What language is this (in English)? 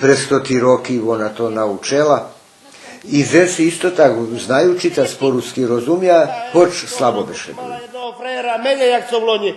Rusyn